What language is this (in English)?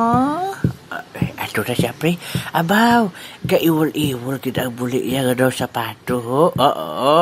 Hiligaynon